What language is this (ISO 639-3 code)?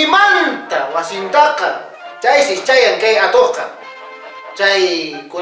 que